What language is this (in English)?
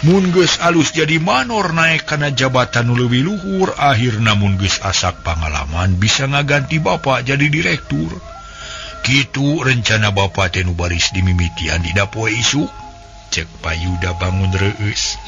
Sundanese